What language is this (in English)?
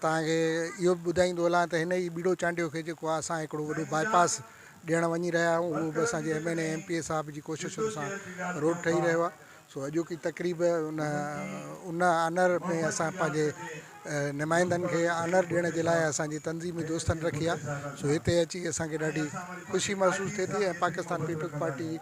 Sindhi